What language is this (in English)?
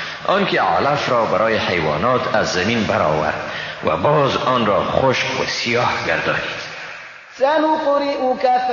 Persian